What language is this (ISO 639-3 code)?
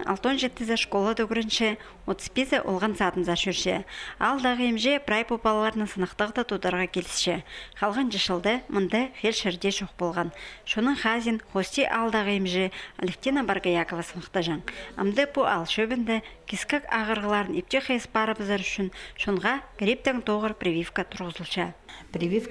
kjh